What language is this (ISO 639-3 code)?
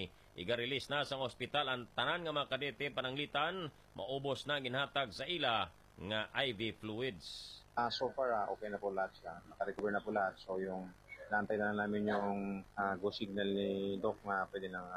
hil